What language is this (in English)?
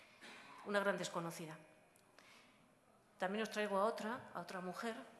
Spanish